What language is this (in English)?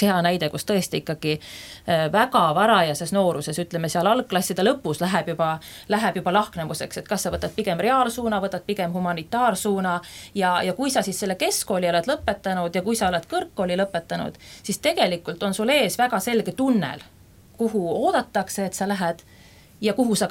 Estonian